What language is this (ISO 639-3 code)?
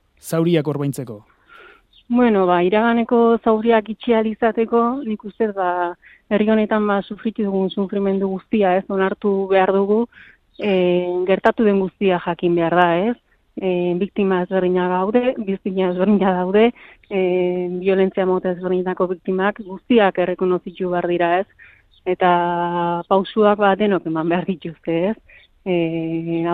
eus